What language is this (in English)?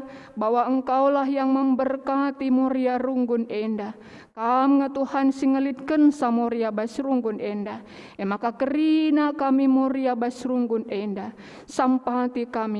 Batak Karo